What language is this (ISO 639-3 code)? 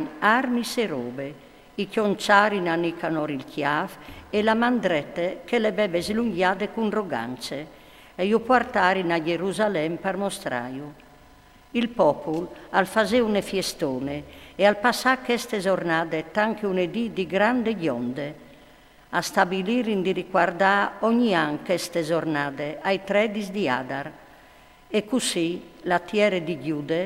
fur